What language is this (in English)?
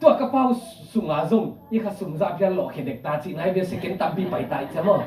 Tedim Chin